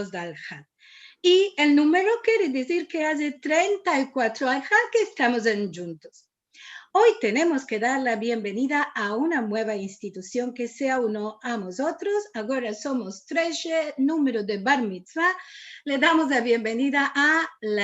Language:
Ladino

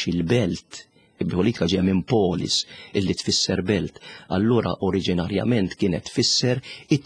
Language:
Maltese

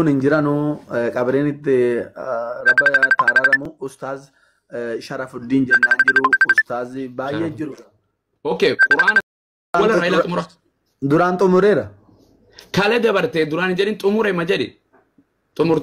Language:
Oromo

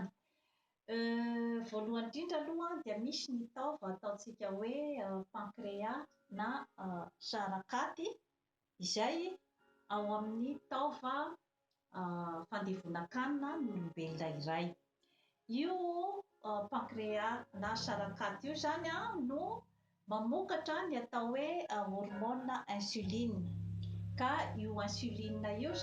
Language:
Malagasy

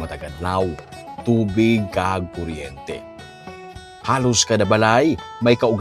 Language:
Hiligaynon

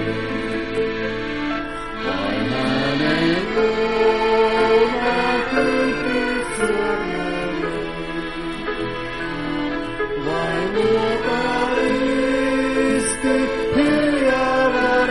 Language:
Finnish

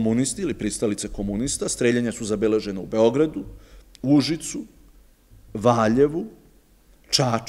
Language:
Serbian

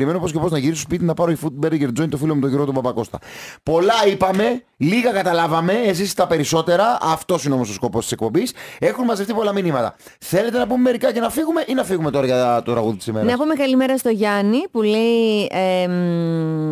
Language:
Greek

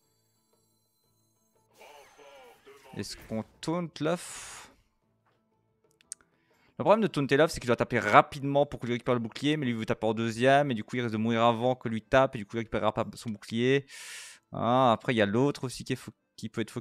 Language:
French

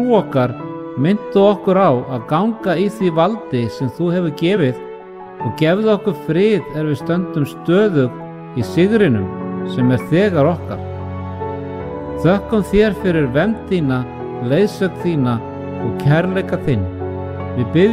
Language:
Icelandic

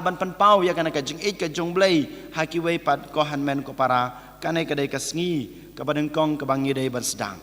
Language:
Khasi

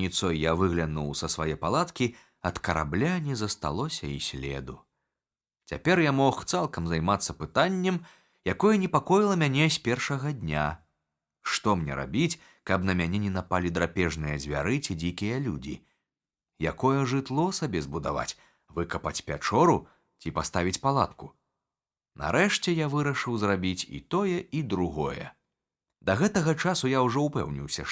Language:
Belarusian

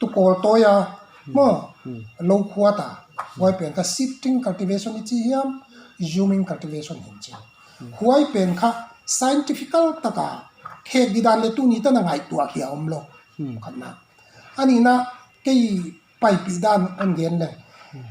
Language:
Paite Chin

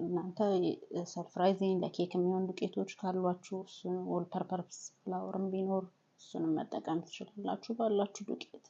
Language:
Amharic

